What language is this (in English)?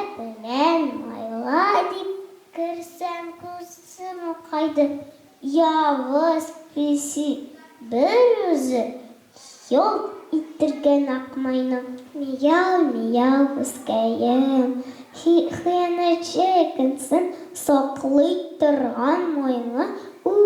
Tatar